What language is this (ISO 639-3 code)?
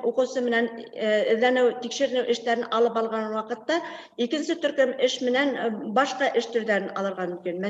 bak